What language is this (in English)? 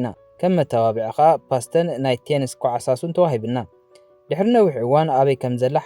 Tigrinya